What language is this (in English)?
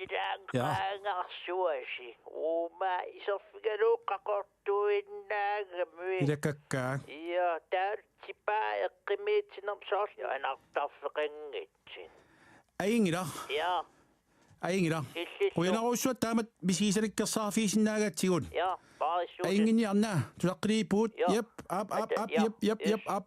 Kalaallisut